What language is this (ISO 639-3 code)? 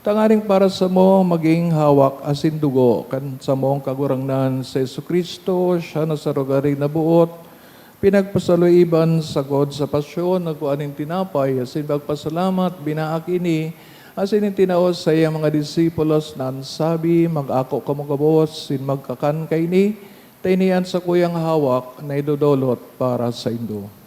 bik